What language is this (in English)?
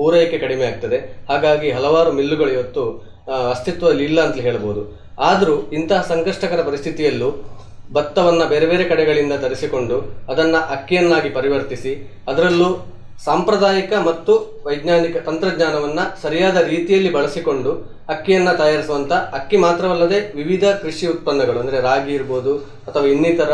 Kannada